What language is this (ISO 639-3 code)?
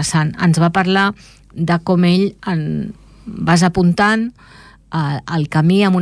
cat